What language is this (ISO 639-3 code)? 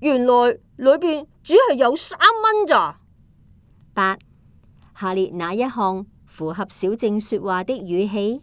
yue